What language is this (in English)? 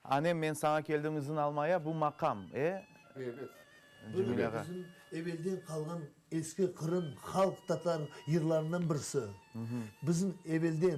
Crimean Tatar